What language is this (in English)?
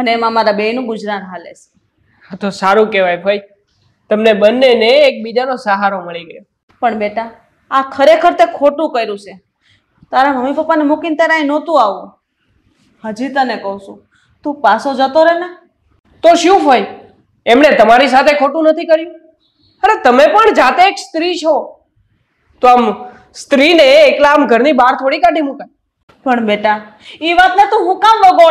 Gujarati